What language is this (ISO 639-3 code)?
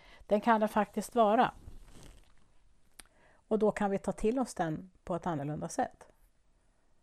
swe